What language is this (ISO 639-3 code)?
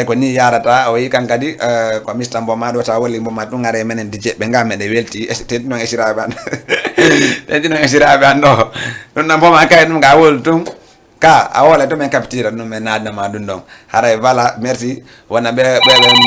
ful